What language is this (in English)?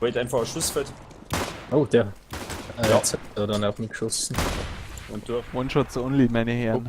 Bavarian